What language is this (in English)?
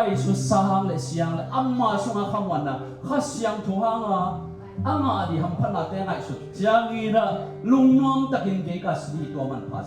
Tedim Chin